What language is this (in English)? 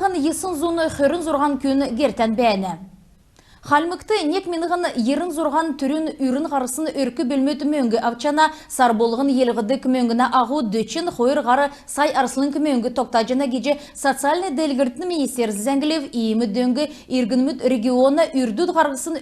Kalmyk